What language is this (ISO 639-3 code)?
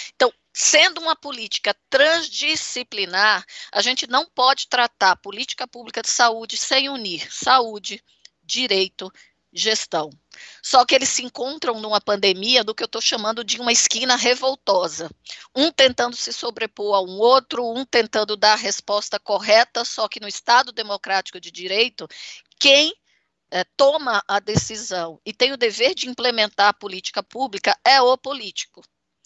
por